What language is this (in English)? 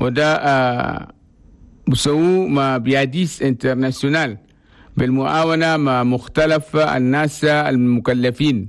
Chadian Arabic